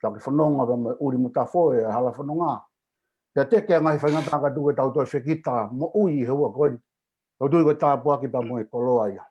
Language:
Tongan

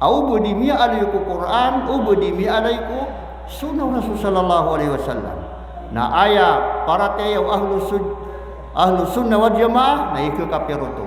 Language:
Maranao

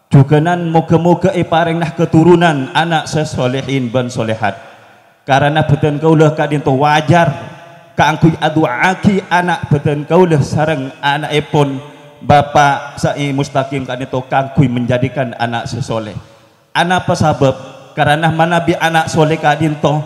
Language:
Madurese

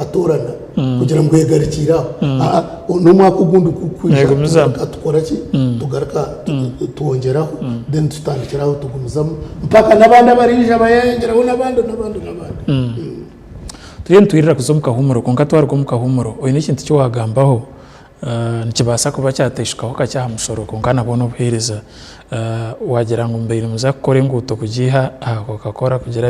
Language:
Nyankole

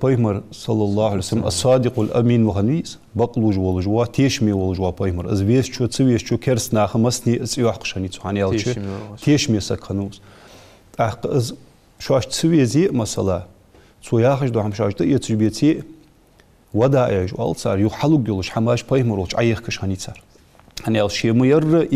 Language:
Ingush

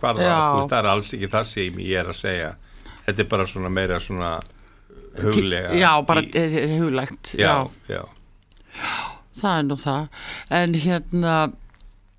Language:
Icelandic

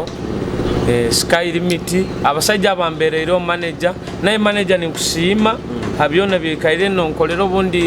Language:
Nyoro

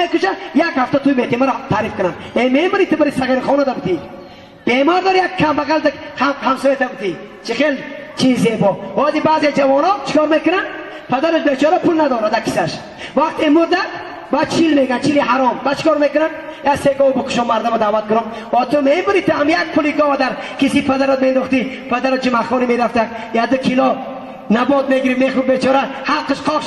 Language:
Tajik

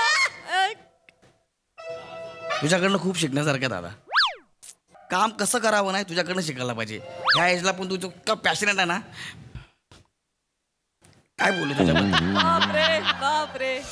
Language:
Marathi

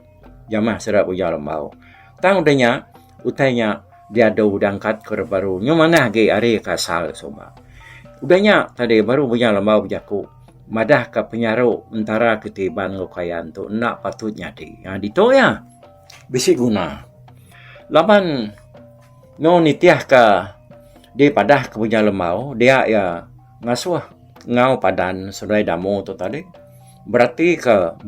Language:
Iban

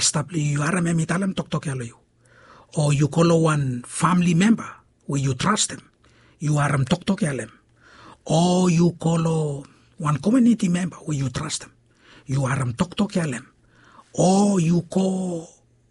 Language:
Bislama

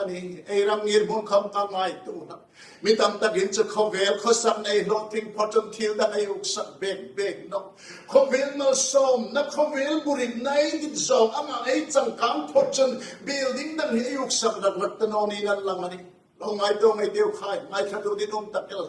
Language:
Hmar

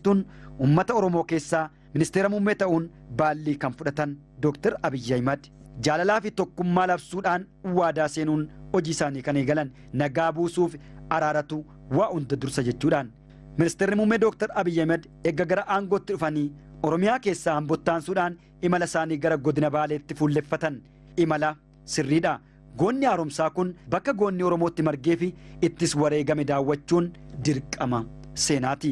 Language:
Oromo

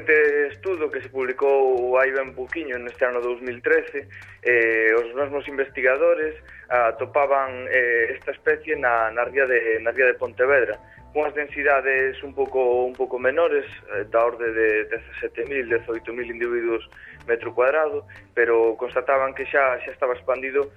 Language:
Galician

